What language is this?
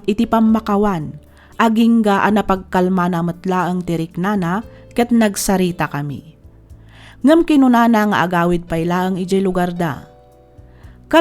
Iloko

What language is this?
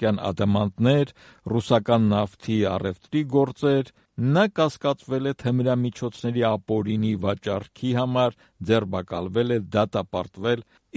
Armenian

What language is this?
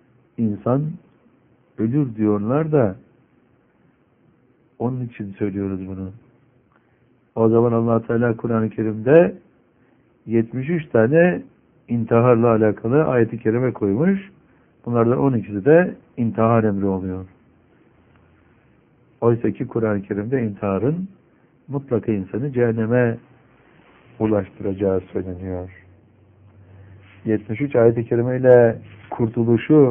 Turkish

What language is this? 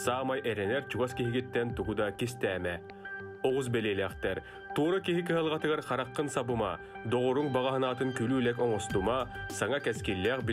Yakut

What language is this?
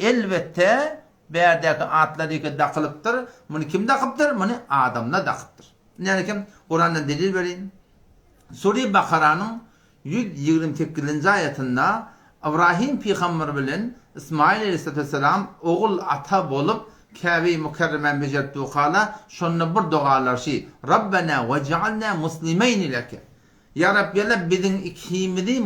Turkmen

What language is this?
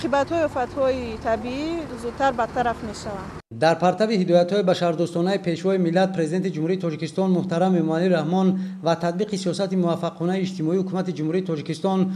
Tajik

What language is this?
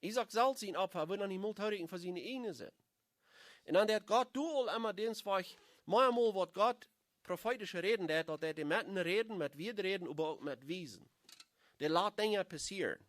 Plautdietsch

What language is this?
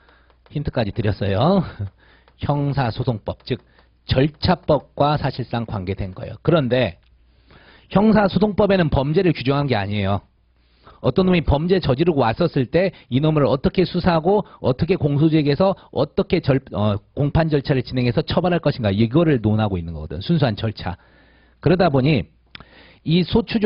Korean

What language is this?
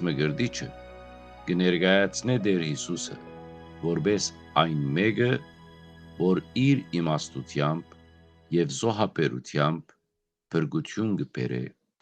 Western Armenian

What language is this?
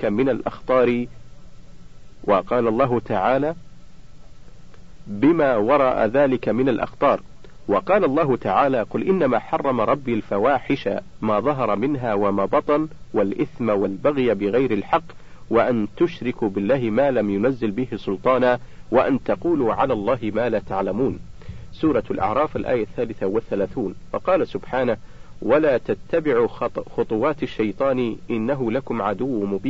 Arabic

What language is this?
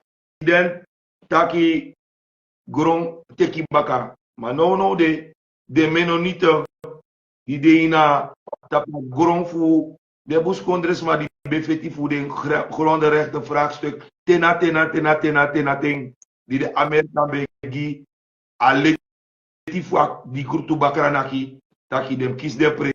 Sranan Tongo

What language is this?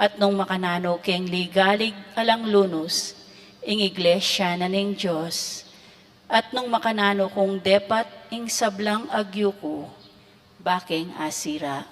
Pampanga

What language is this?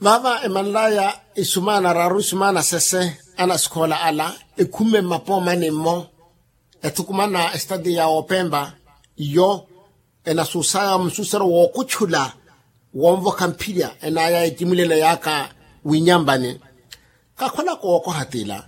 Makhuwa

